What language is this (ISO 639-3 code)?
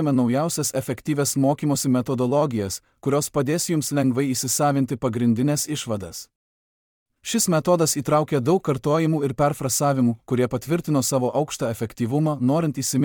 lit